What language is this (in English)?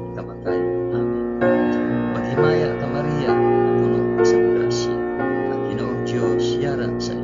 Hiligaynon